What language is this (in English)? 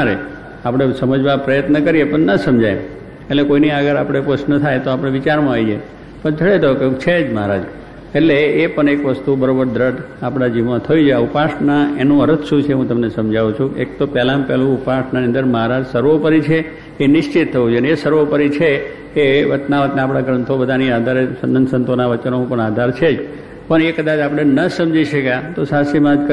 Gujarati